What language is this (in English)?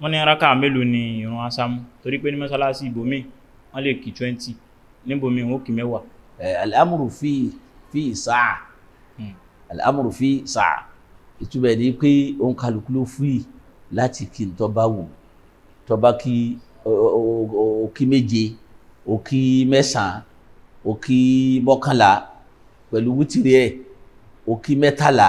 Yoruba